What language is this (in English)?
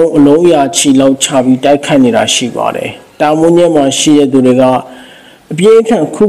Burmese